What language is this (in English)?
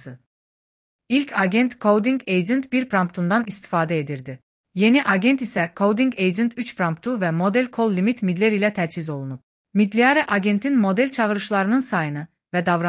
Azerbaijani